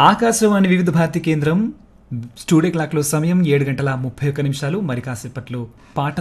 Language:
Telugu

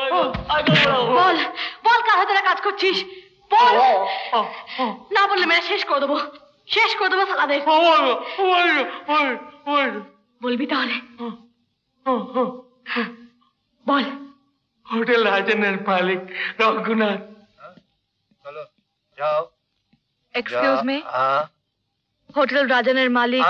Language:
Bangla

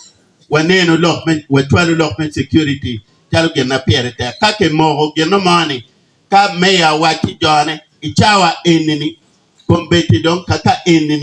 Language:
Acoli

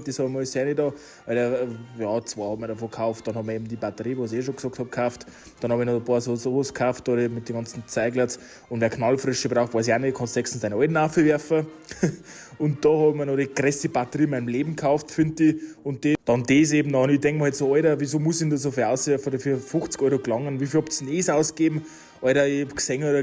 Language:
Bavarian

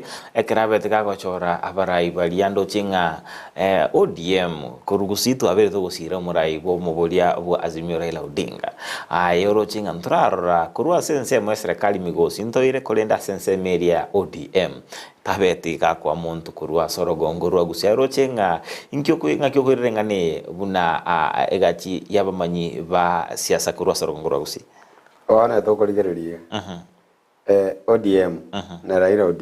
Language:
Gusii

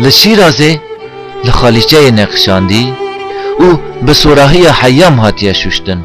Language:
Kurdish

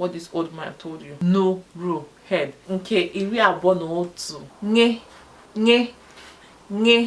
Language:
Igbo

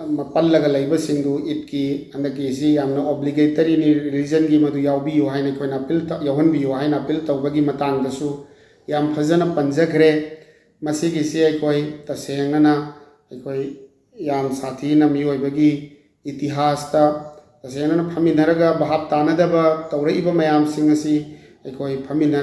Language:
Manipuri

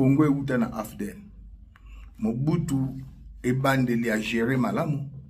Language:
Lingala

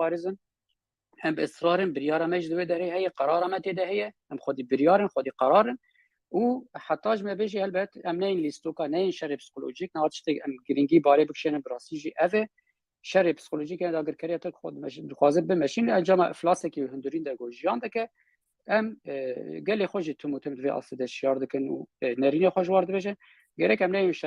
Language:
Kurdish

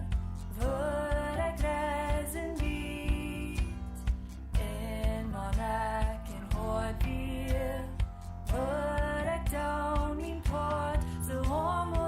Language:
Plautdietsch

